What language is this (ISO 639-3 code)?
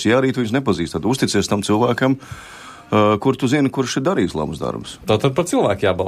lav